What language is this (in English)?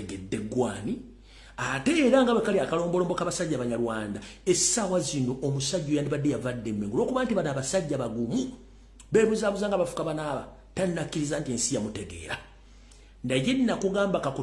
Ganda